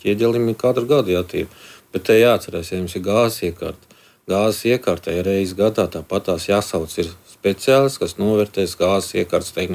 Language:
Latvian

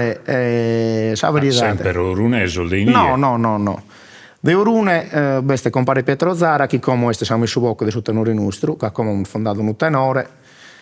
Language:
Sardinian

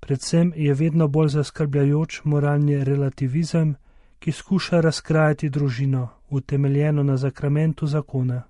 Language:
Slovenian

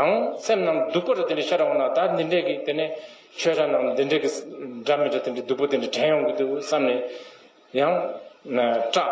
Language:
Tibetan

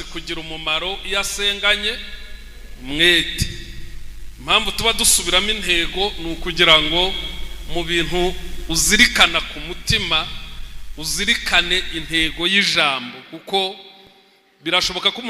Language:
Kinyarwanda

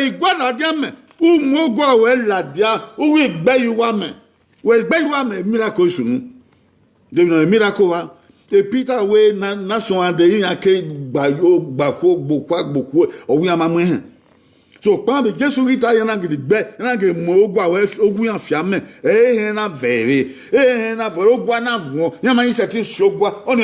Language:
Bini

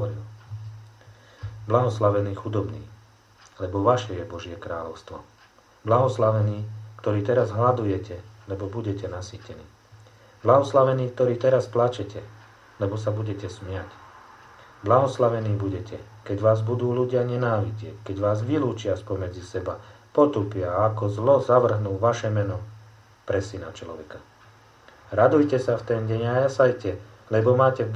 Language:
Slovak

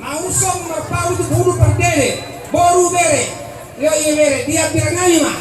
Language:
Batak Toba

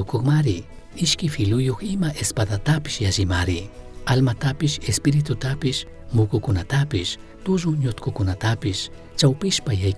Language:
Chimborazo Highland Quichua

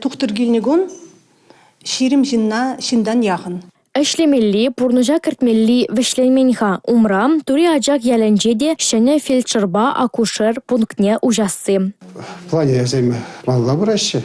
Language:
Chuvash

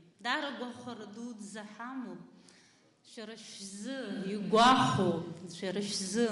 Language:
Abkhazian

